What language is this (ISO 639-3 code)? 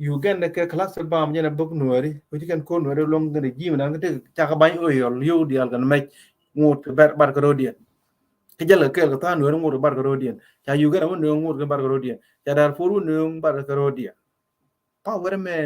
nus